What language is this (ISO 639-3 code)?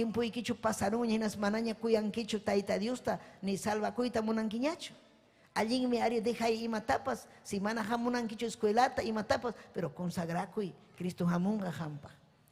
quy